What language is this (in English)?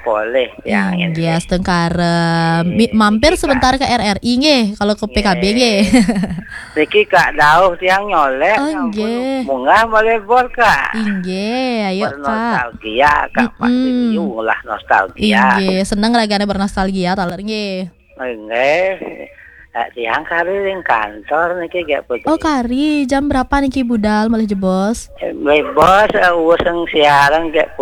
Balinese